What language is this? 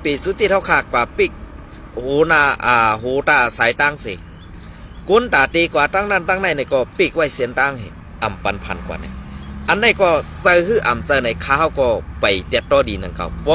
Shan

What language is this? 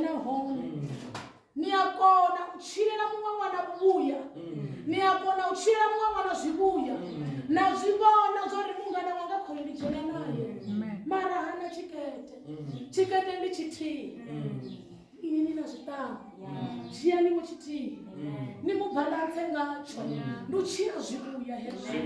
Venda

